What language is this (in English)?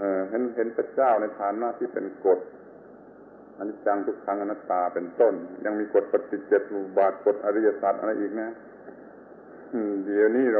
Thai